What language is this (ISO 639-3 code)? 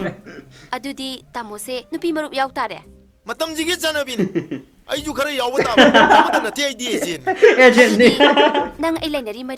mni